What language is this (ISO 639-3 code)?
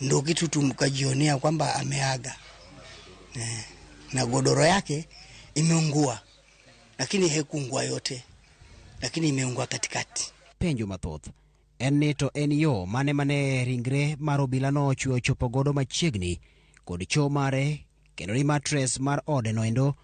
luo